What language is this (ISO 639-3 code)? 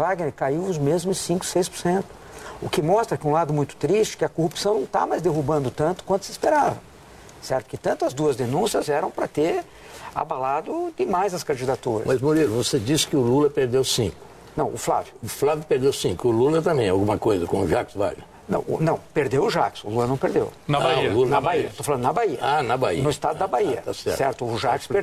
por